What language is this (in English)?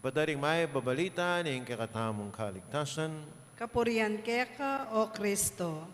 Pampanga